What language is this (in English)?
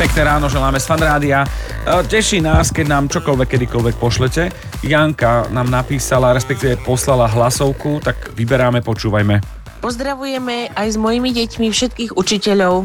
Slovak